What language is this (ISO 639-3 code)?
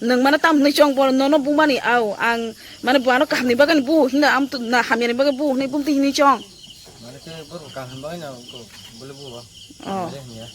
trp